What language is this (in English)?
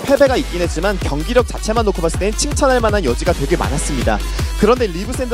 Korean